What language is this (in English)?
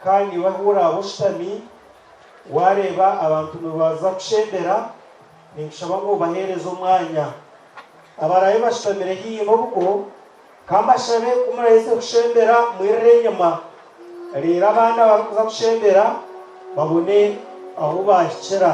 Nyankole